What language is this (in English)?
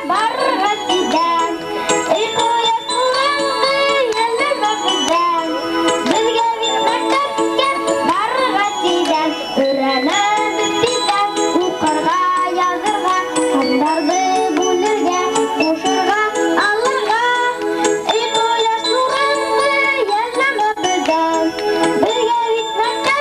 Bashkir